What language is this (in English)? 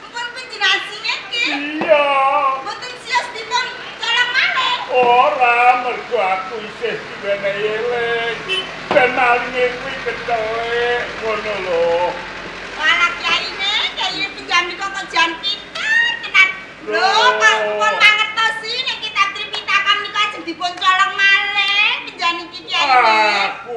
Javanese